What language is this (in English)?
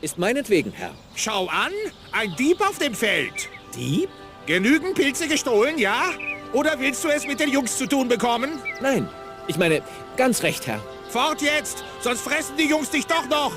Bavarian